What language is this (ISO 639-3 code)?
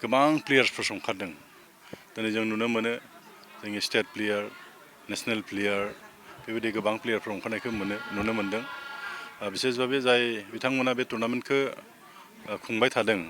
brx